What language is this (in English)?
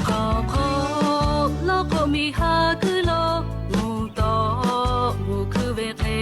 Lahu